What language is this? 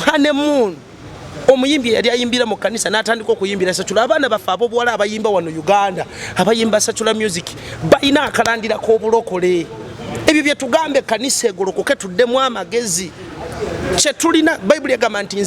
Ganda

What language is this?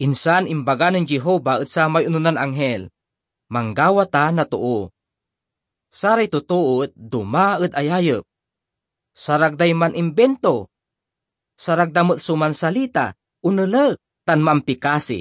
Pangasinan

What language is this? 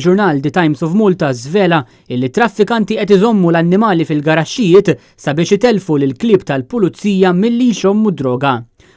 Maltese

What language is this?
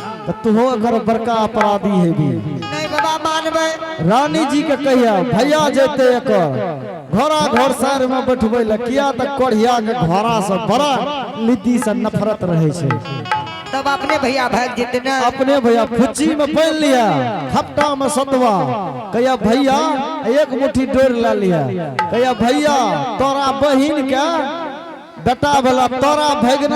Angika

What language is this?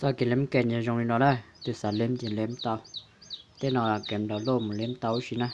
Hmong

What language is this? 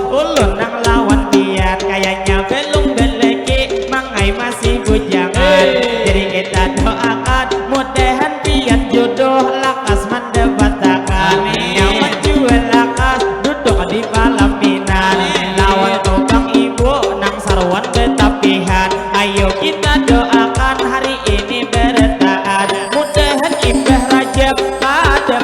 Banjar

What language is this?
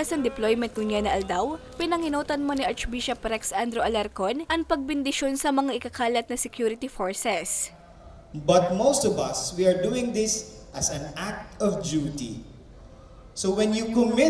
Bikol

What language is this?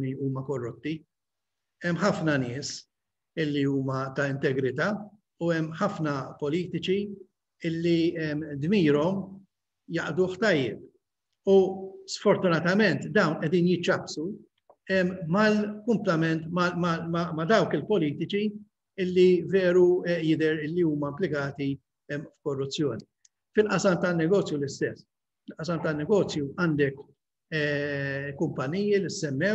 Maltese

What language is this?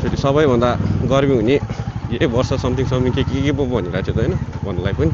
Nepali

